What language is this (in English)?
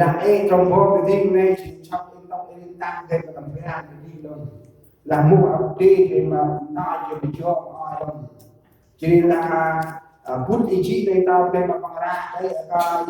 Central Mnong